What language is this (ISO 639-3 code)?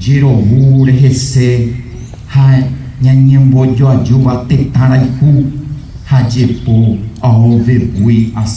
grn